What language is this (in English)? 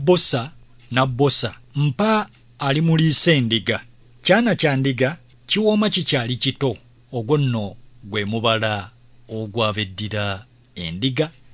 Ganda